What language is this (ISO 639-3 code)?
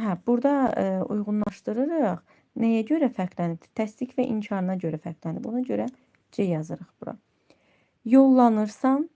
aze